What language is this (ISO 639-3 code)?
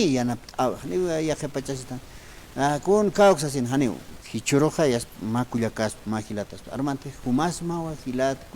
aym